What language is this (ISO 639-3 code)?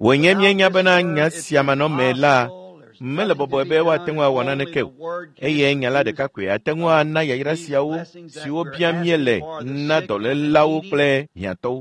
ewe